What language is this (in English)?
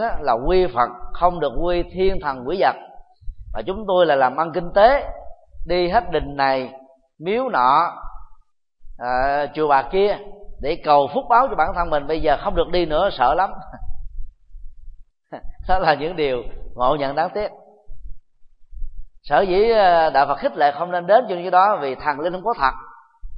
Vietnamese